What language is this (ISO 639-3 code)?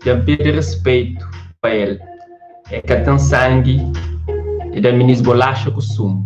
kea